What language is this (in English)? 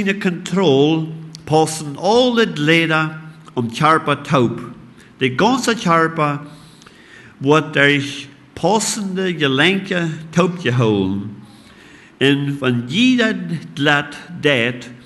Plautdietsch